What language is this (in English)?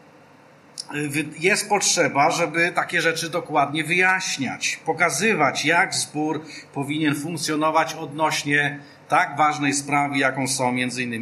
Polish